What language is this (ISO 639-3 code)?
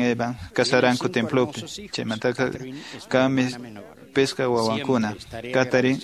que